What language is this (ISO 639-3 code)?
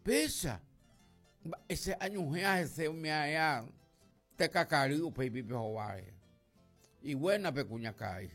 grn